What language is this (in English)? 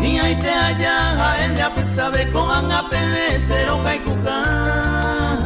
Guarani